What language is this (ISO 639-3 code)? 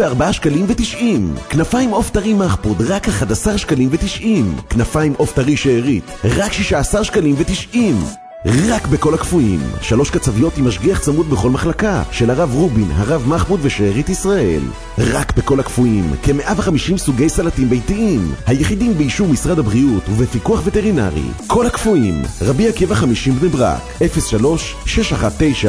heb